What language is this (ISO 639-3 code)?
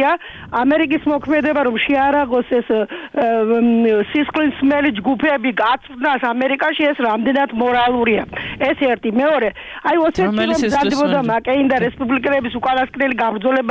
kat